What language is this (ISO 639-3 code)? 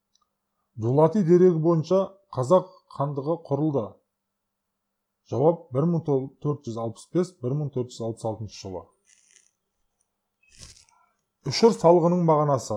kaz